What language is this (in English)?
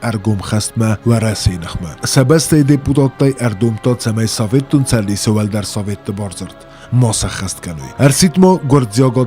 Ossetic